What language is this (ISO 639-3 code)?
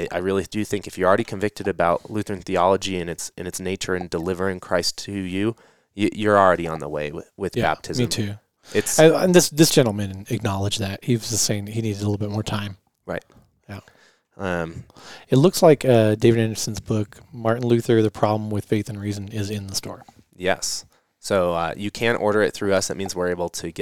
eng